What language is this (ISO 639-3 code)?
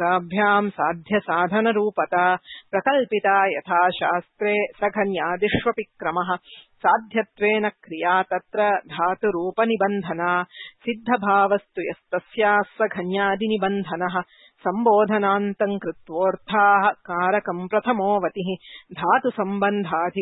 san